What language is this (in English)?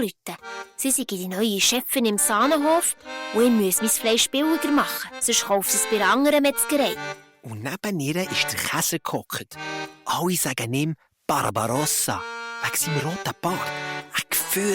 Swiss German